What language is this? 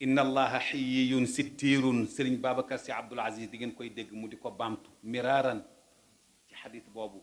Wolof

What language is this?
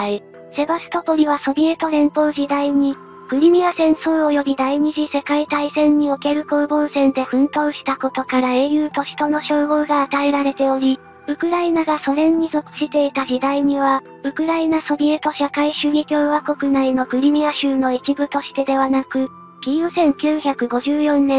Japanese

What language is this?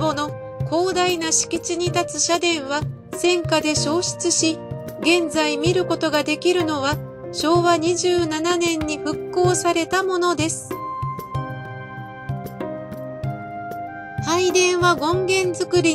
Japanese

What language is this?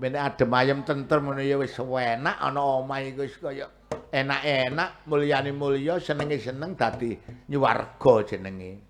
Javanese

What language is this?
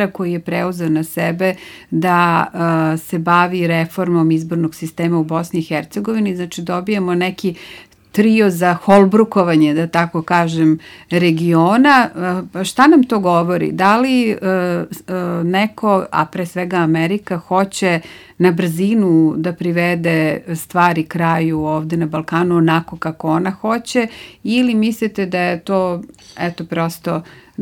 Serbian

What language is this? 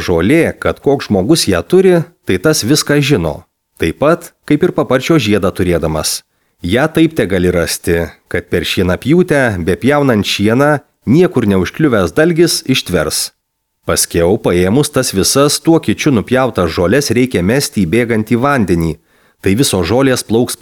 Lithuanian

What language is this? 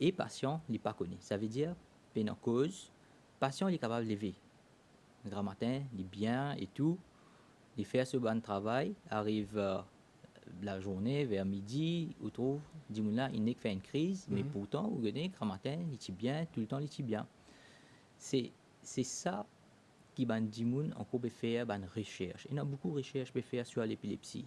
Morisyen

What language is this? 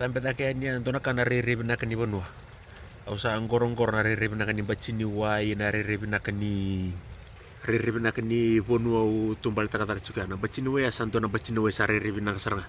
Fijian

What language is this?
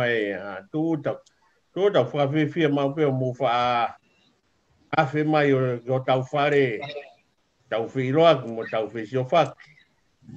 Tongan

